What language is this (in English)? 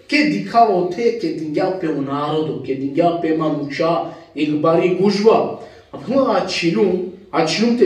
Balkan Romani